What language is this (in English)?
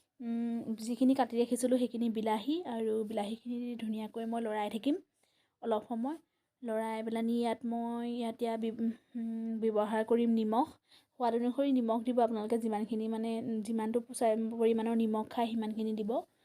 Assamese